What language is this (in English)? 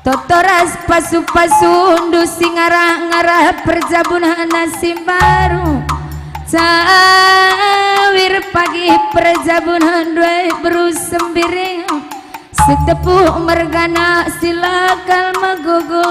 Batak Karo